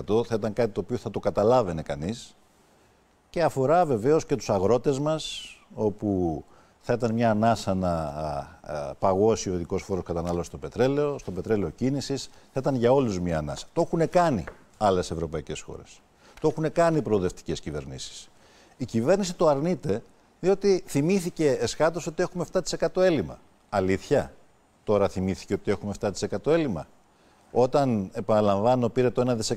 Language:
Greek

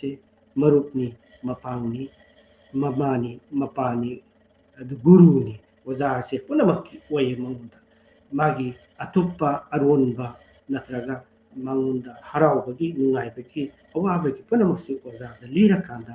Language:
Manipuri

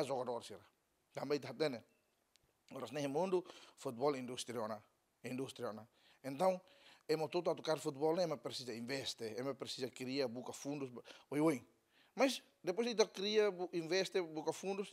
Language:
Tetum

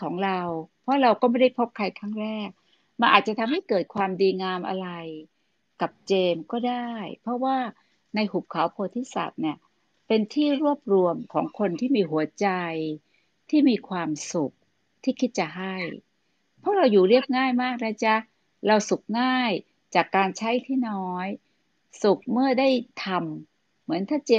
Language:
Thai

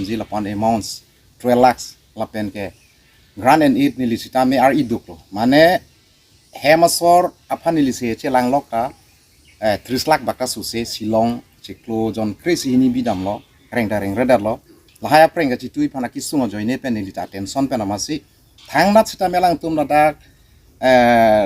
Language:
Karbi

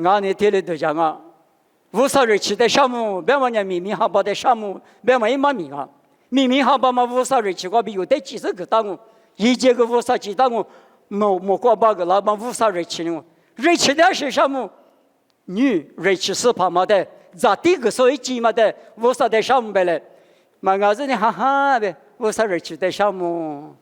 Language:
Lisu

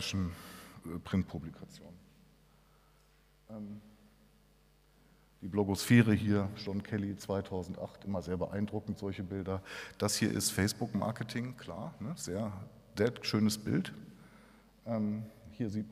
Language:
German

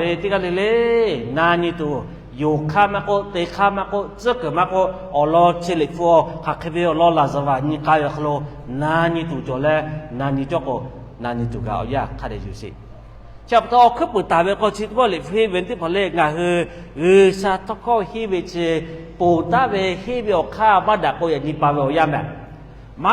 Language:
Lahu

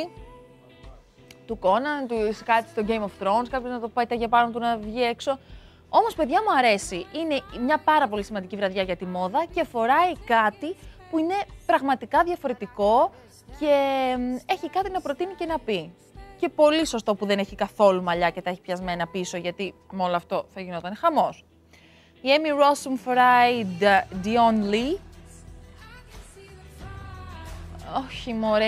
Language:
Greek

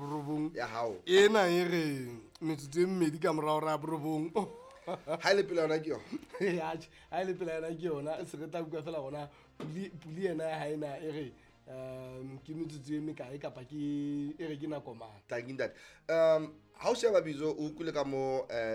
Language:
Southern Sotho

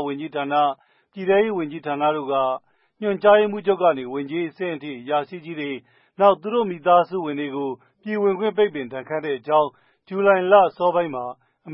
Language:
Burmese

